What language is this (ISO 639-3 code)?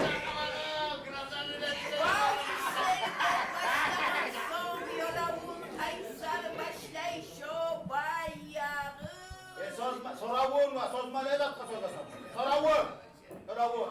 kum